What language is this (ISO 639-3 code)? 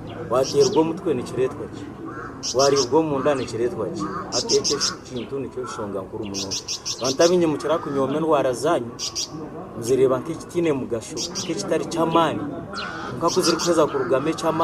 nyn